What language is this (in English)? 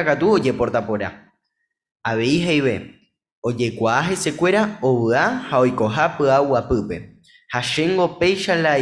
Guarani